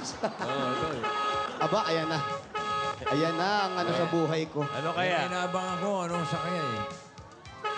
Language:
Filipino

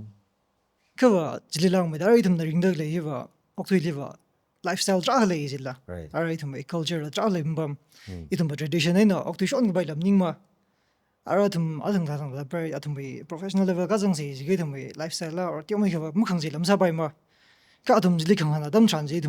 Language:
Tangkhul Naga (India)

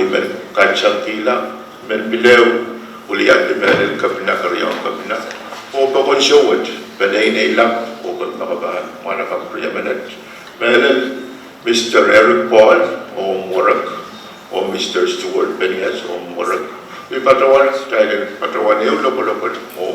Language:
Pohnpeian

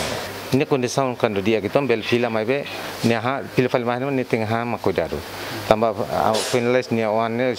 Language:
Tetum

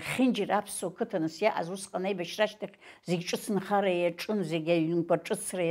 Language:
Abkhazian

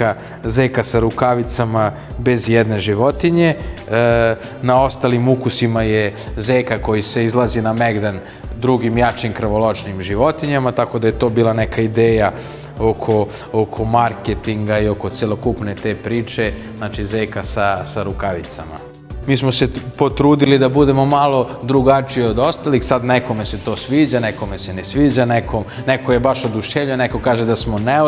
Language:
Serbian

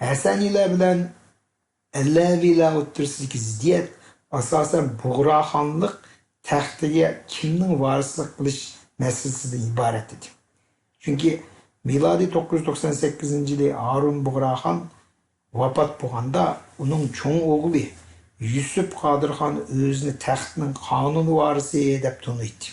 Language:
Uyghur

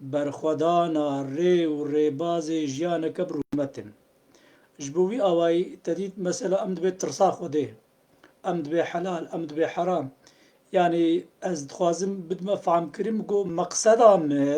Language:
Kurdish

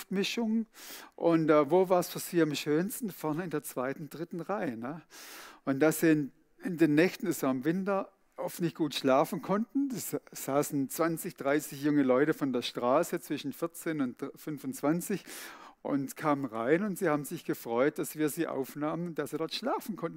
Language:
Swiss German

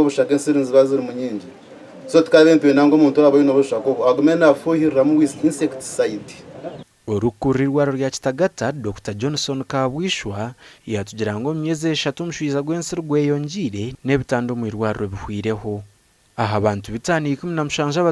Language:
Nyankole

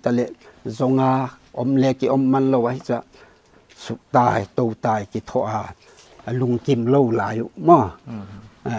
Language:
Paite Chin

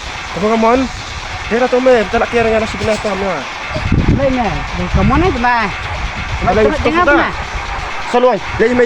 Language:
Khasi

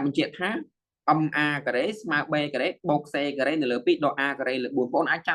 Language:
Khmer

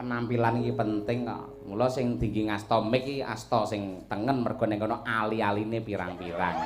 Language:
Javanese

